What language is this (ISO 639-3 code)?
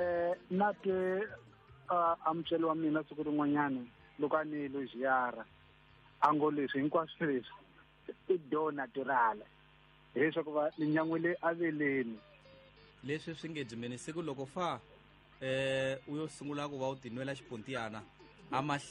tso